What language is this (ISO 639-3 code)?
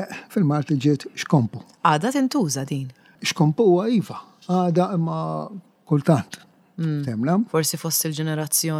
mlt